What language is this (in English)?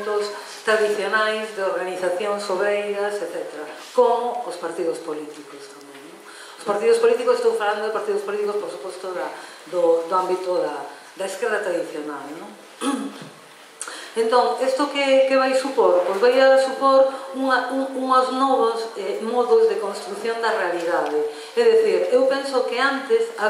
Galician